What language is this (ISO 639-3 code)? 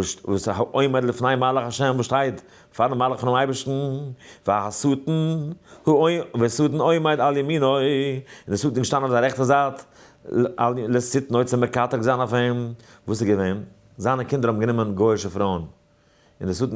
yid